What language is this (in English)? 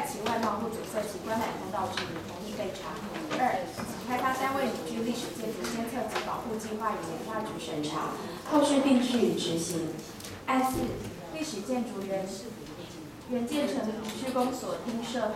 Chinese